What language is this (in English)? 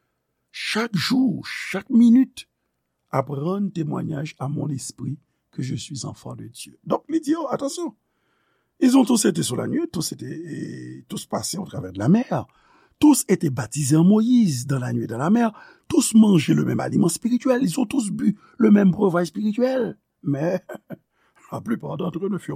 Haitian Creole